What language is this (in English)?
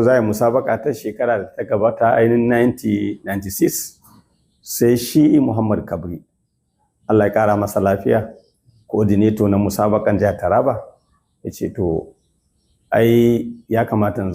Hausa